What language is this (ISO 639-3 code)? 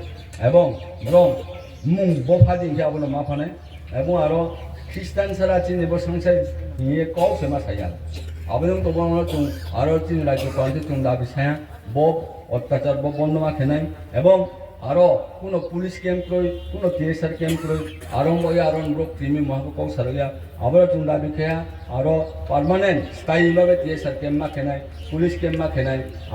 ria